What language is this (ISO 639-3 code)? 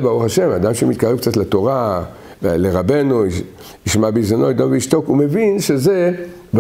heb